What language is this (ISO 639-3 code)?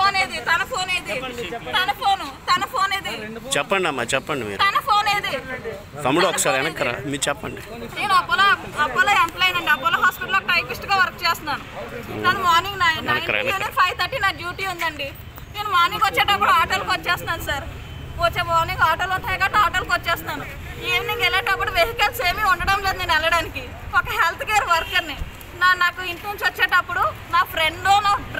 tel